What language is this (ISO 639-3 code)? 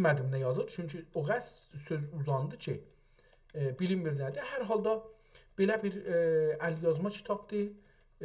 azb